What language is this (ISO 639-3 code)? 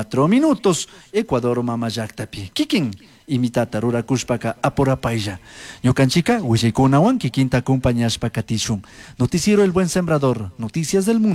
qug